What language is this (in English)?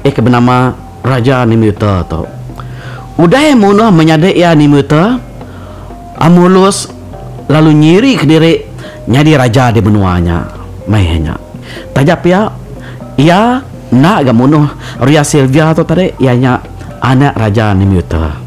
Iban